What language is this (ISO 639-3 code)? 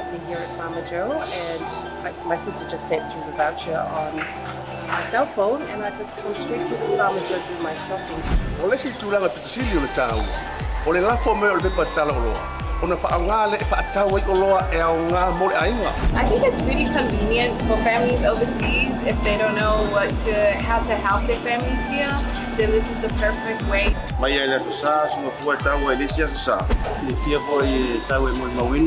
smo